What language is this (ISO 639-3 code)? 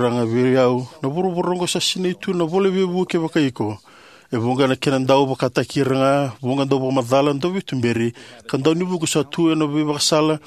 fij